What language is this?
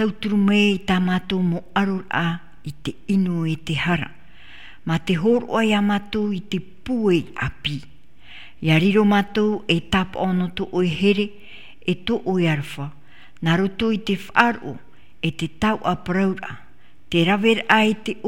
Tahitian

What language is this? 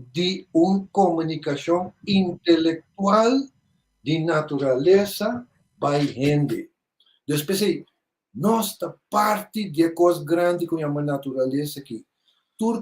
Papiamento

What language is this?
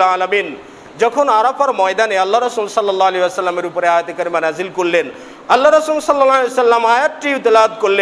Bangla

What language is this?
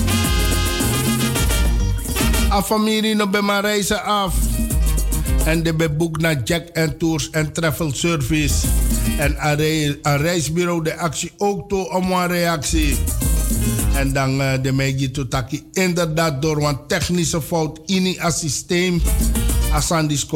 Dutch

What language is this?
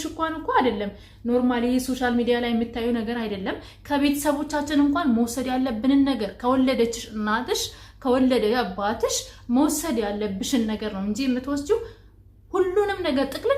Amharic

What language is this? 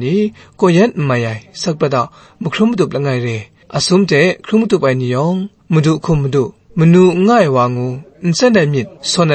Kachin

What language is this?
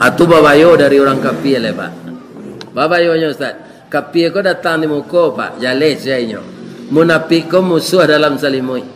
Minangkabau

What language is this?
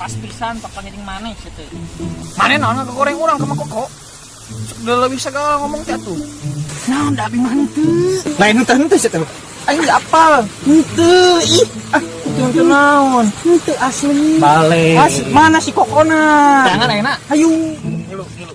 Sundanese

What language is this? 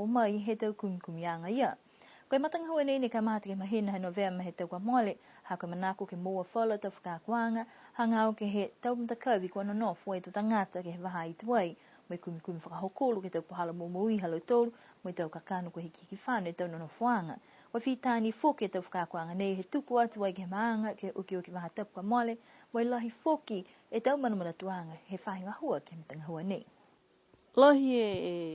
Niuean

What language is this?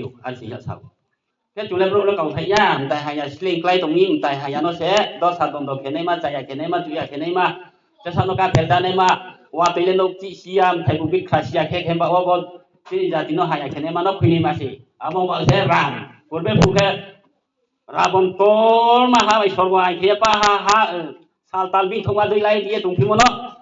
Riang (India)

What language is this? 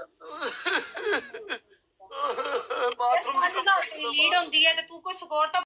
Punjabi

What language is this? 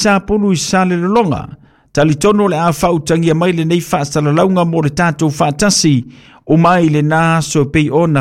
Samoan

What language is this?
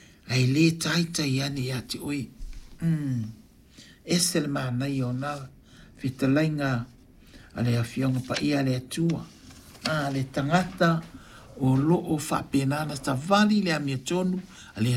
Samoan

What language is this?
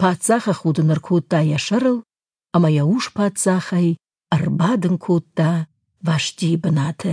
Ossetic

